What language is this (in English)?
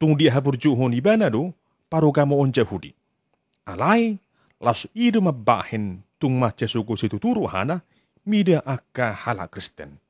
Batak Toba